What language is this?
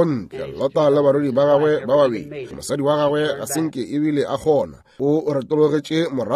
Northern Sotho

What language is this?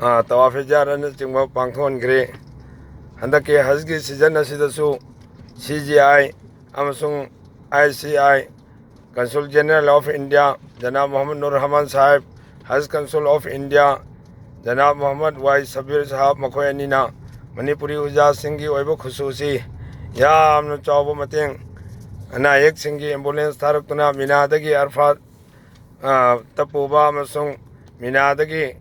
Manipuri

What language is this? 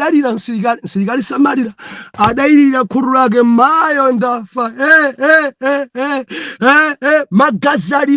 Nyanja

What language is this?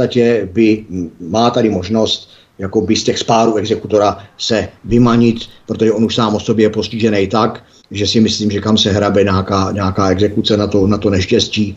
Czech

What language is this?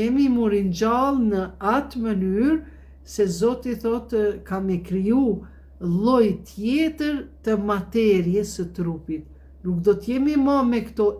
Albanian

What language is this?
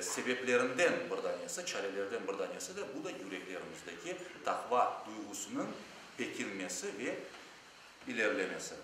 Crimean Tatar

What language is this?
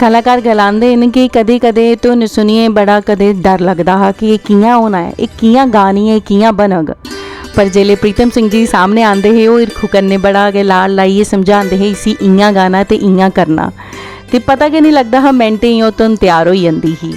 Dogri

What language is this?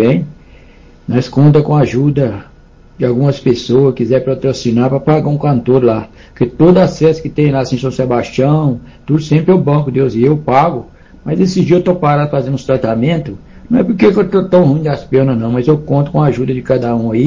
Portuguese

